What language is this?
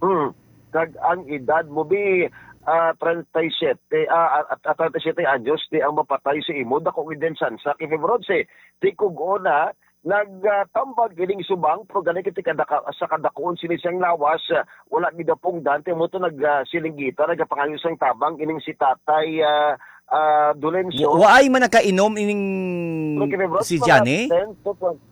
Hiligaynon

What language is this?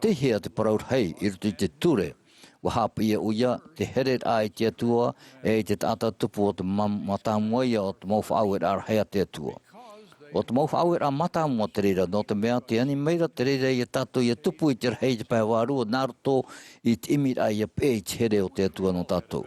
Tahitian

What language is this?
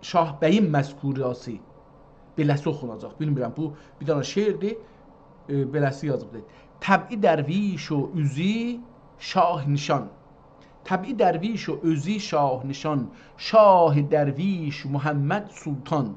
South Azerbaijani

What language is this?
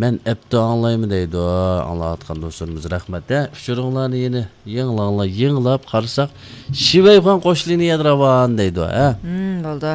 Uyghur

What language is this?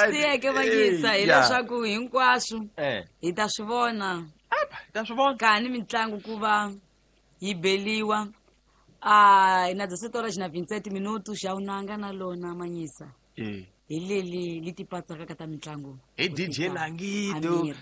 Tsonga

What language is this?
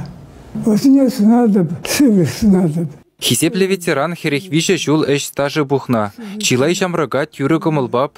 Chuvash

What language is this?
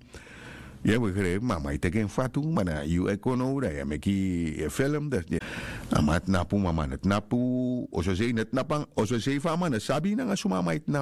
Sranan Tongo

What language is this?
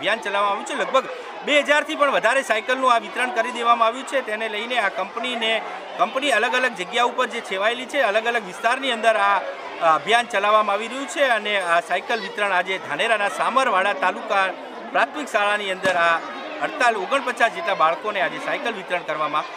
Gujarati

